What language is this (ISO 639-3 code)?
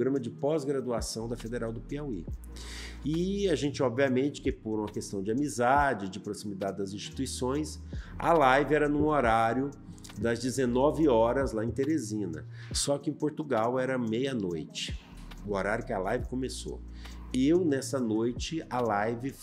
por